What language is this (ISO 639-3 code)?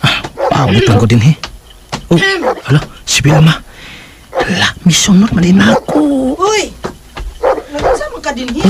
ceb